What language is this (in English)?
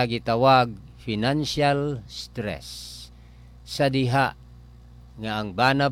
Cebuano